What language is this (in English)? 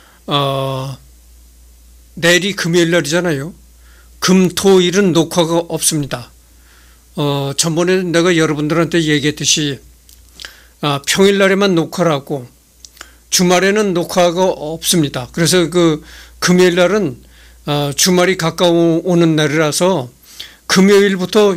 Korean